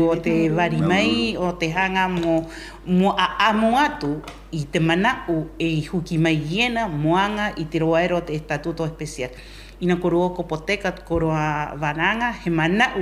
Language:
Rapanui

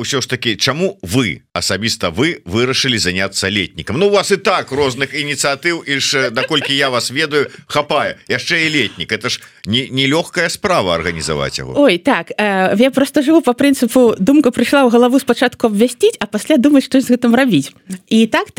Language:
Belarusian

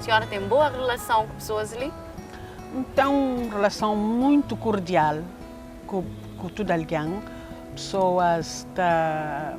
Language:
Kabuverdianu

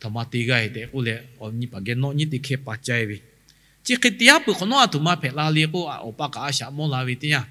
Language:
Lahu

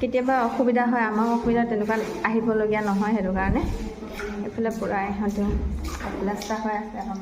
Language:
Assamese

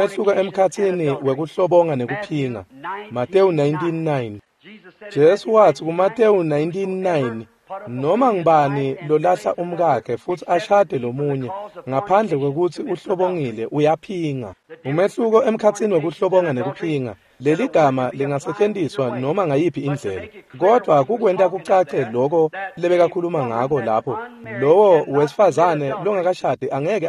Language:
Swati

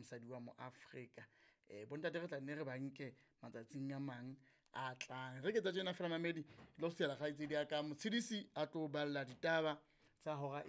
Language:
Southern Sotho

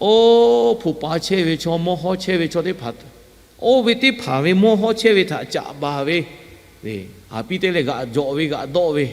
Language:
Lahu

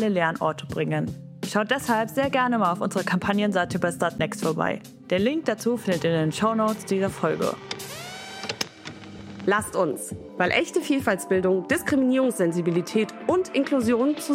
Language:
German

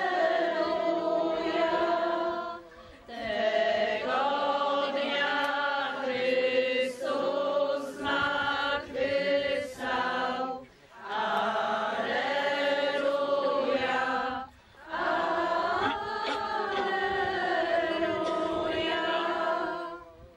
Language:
Polish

